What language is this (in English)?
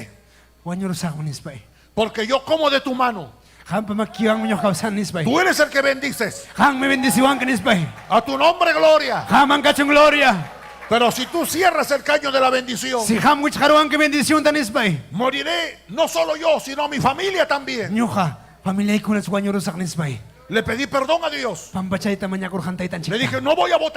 Ayacucho Quechua